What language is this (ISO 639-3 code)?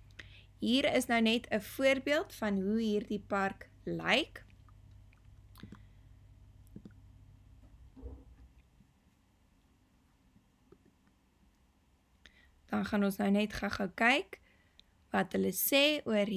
afr